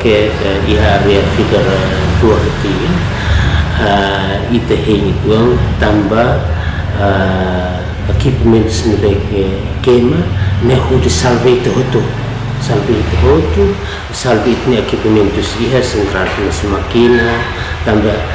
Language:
Tetum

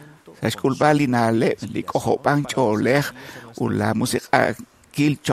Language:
Kekchí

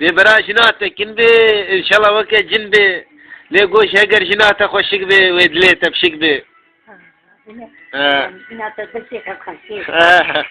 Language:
Kurdish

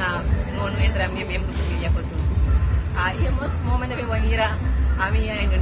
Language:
Tetum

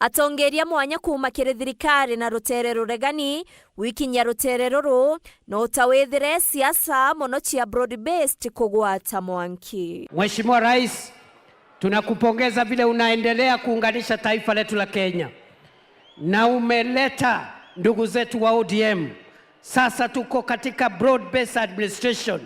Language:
Meru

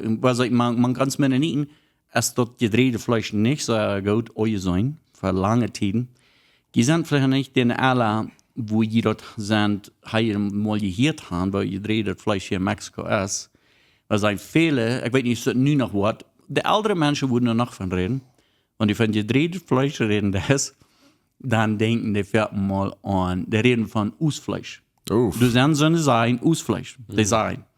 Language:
Plautdietsch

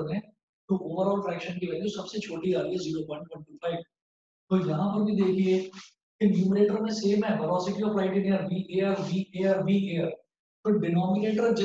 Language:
Hindi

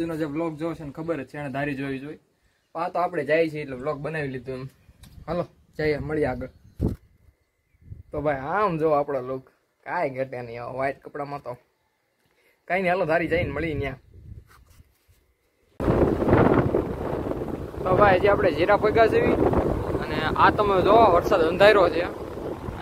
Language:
Gujarati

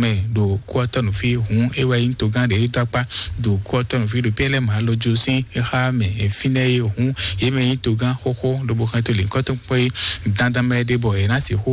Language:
Fon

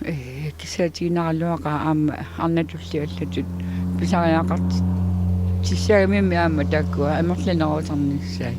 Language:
Kalaallisut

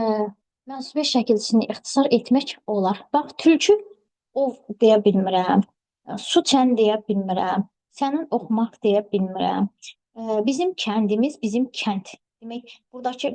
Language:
Azerbaijani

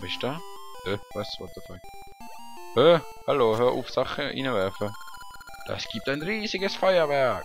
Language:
Swiss German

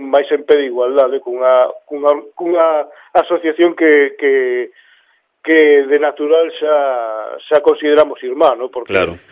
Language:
Galician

